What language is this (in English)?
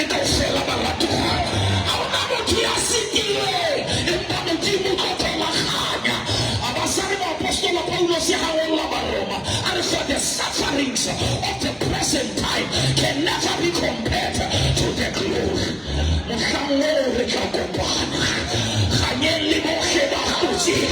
Southern Sotho